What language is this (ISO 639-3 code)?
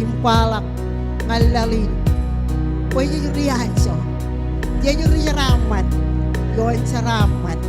mah